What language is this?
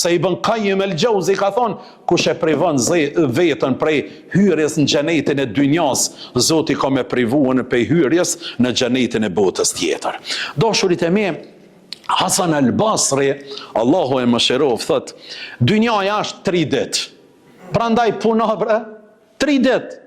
Albanian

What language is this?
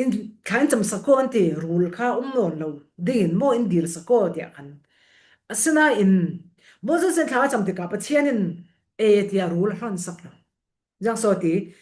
Falam Chin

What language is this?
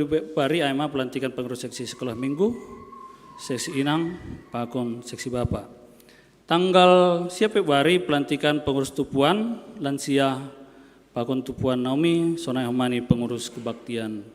Batak Simalungun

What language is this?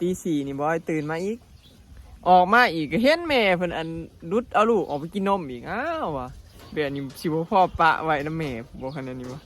Northeastern Thai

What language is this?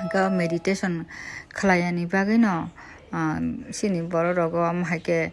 Kok Borok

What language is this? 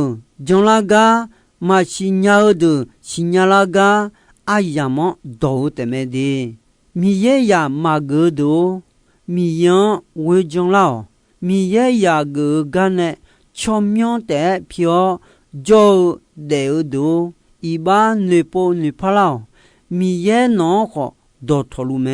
Akha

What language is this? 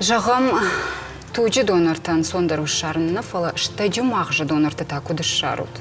Ossetic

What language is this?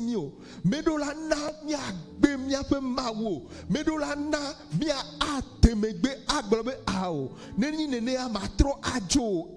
Ewe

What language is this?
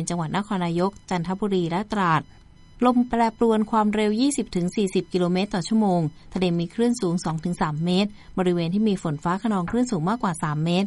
Thai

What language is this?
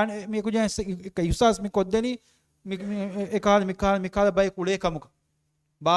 Divehi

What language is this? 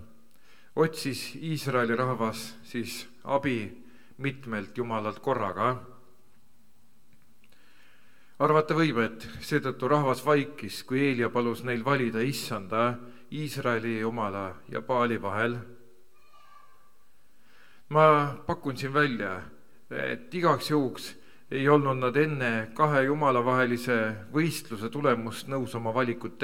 Estonian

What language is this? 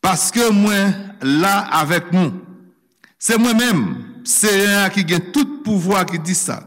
Haitian Creole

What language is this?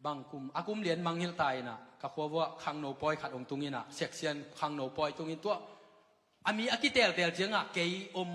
Tedim Chin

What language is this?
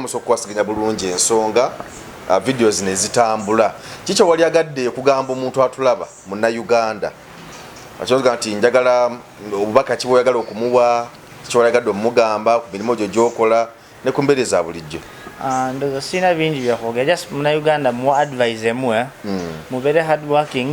Ganda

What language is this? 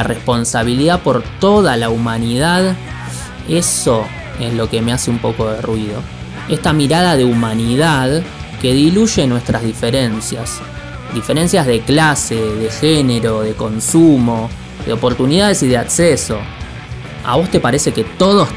Spanish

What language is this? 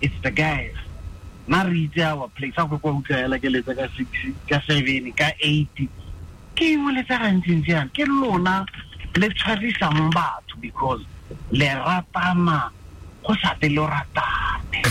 Tswana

